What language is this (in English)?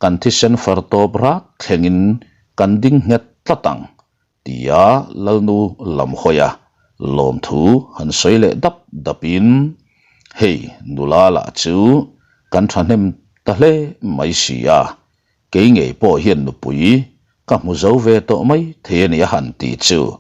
Mizo